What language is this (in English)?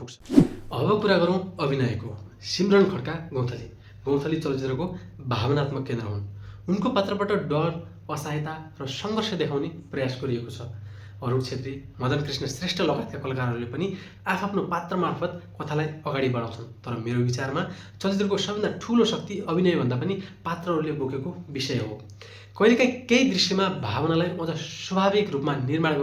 Nepali